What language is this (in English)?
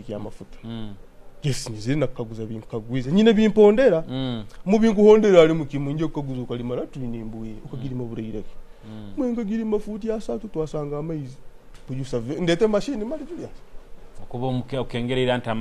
Nyoro